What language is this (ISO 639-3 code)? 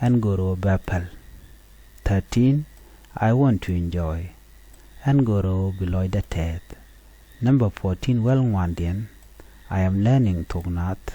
nus